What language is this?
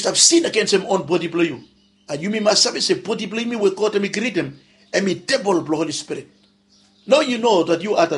Bislama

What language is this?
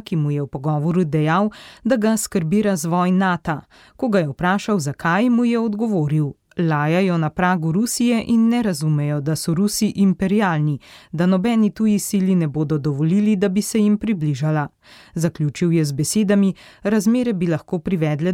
Slovenian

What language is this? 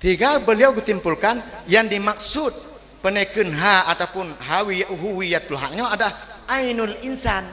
Achinese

